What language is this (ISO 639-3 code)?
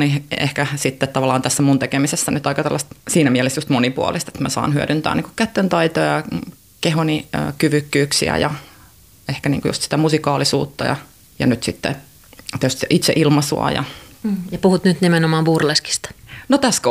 fin